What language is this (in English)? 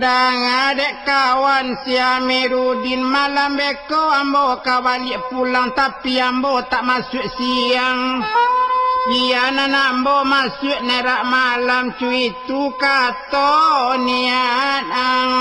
Minangkabau